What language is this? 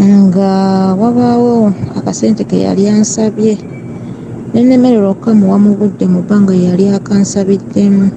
Ganda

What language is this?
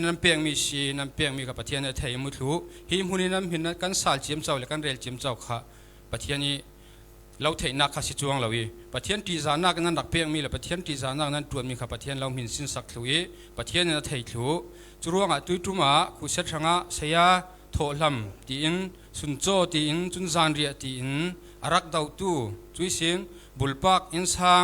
Falam Chin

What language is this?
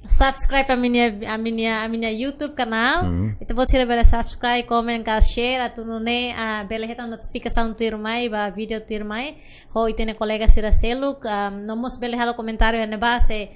Tetum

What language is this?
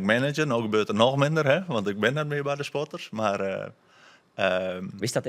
Western Frisian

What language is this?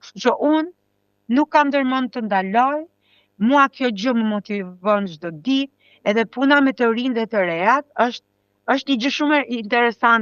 Albanian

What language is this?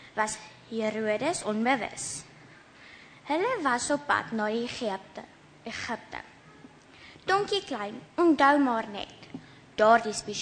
Afrikaans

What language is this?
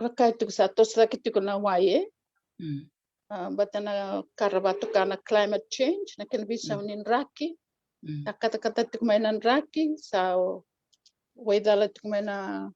Fijian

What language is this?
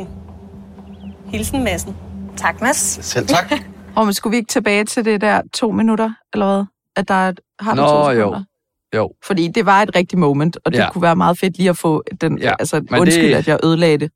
Danish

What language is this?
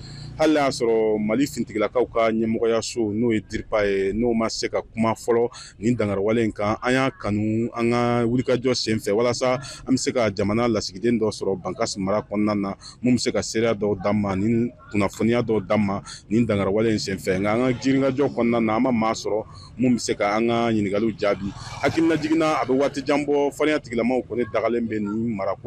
Bambara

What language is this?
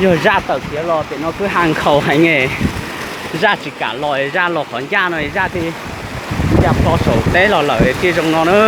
Hmong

